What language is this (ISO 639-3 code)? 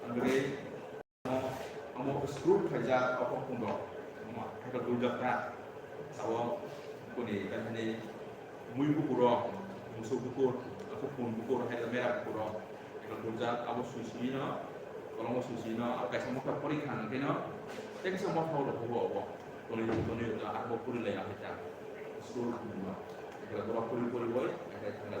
trp